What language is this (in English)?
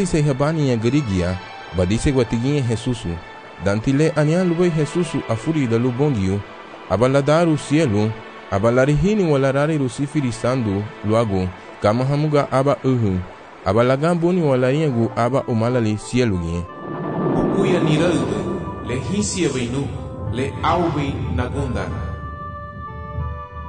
Garifuna